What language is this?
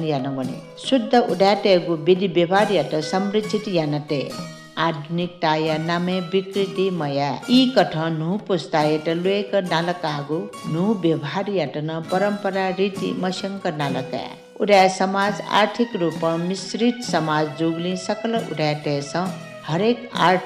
Newari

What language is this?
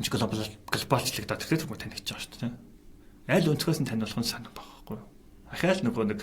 Mongolian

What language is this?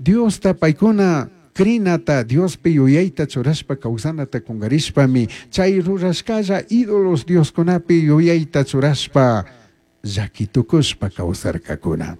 Chimborazo Highland Quichua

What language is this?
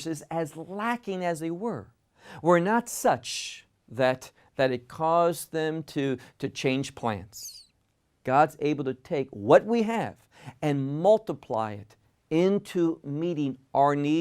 English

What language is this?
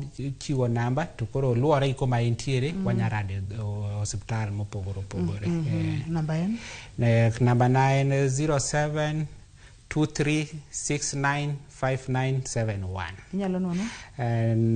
Luo (Kenya and Tanzania)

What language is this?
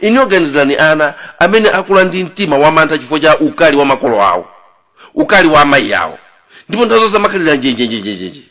Nyanja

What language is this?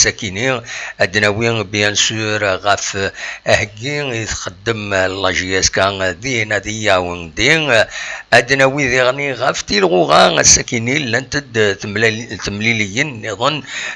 Kabyle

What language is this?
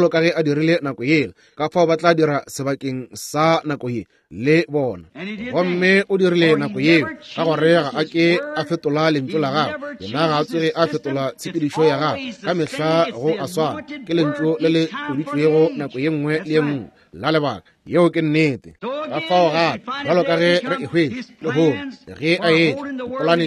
Northern Sotho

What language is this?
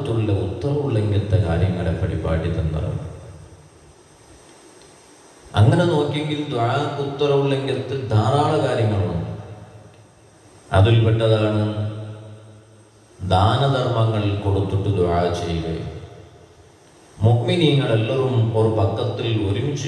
Malayalam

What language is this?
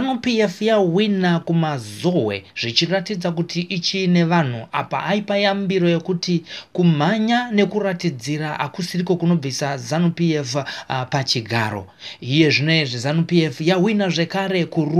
Shona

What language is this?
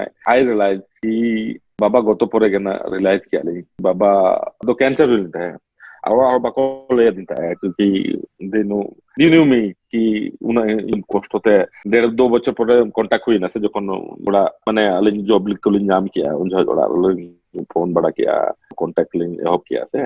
Santali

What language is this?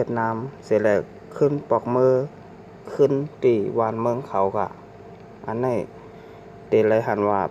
Shan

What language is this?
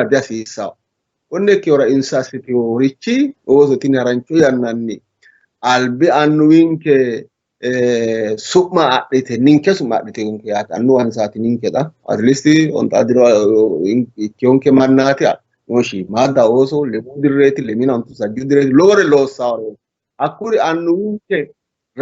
Sidamo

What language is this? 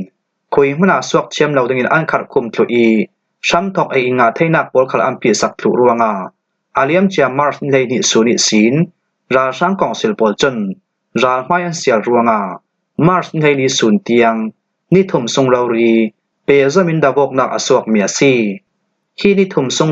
Falam Chin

